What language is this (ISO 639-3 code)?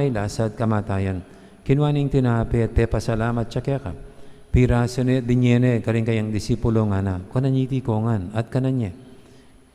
pam